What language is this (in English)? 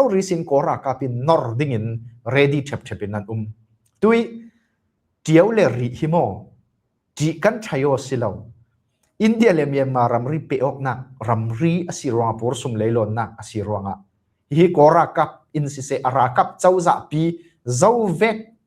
Falam Chin